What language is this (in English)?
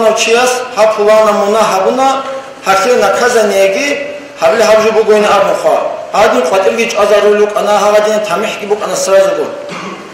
Avaric